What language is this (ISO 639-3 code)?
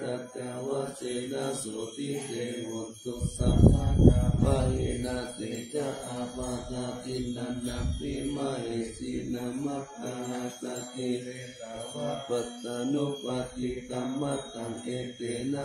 pli